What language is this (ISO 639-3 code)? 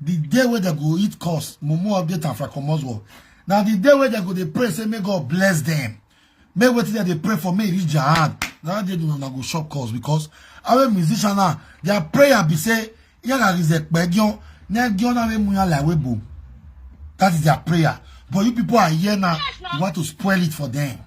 pcm